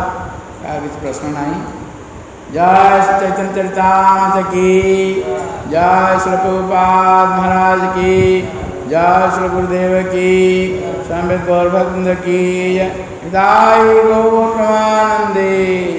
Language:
Odia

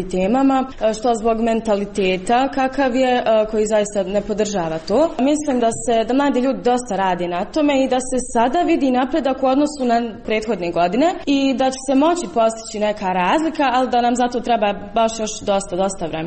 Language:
Croatian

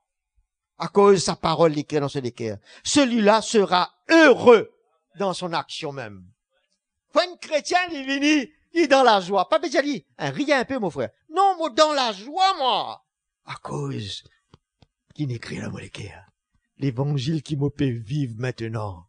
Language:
Morisyen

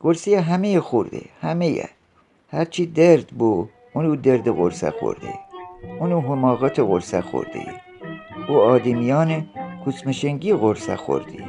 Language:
Gilaki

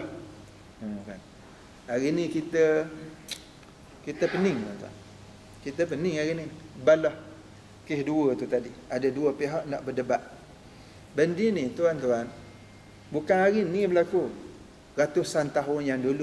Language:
Malay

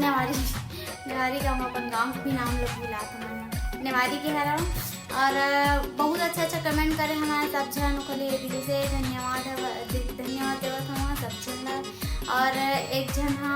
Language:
Chhattisgarhi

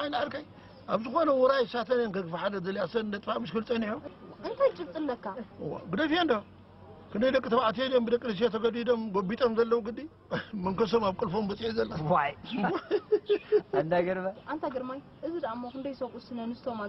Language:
Tigrinya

